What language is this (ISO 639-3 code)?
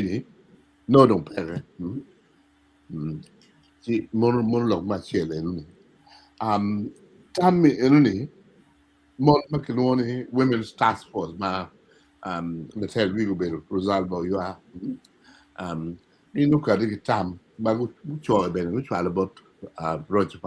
ach